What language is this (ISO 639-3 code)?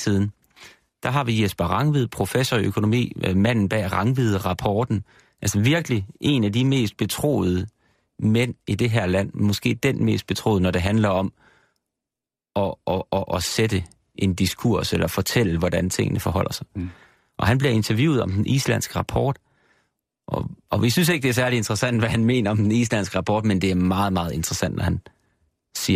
dan